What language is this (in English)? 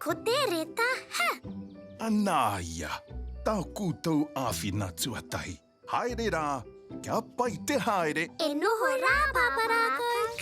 Māori